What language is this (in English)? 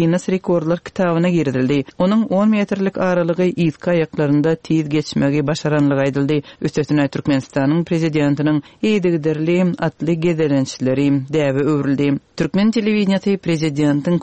Turkmen